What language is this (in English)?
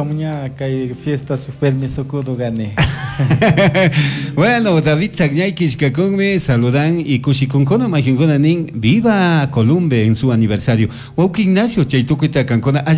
Chimborazo Highland Quichua